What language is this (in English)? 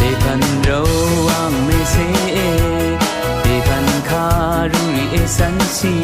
Rawang